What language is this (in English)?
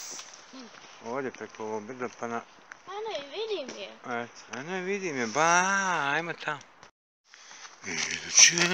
Bosnian